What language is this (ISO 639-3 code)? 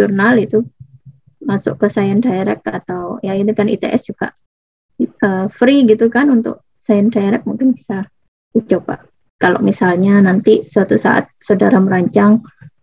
ind